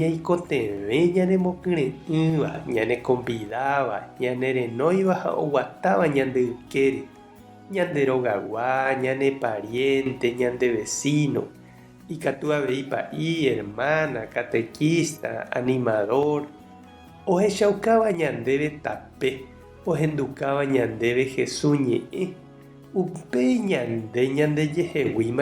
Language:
Guarani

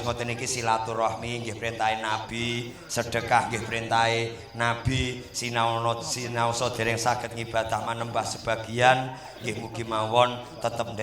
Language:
Javanese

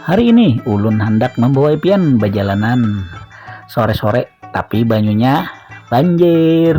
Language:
Banjar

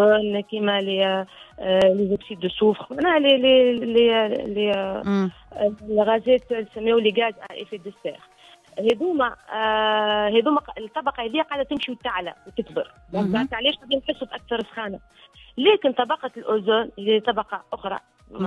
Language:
Tunisian Arabic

